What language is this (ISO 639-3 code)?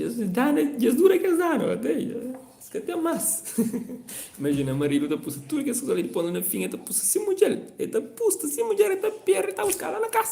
kea